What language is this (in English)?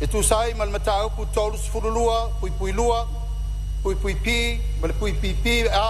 Samoan